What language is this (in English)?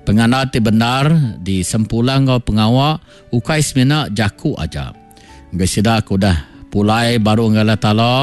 Iban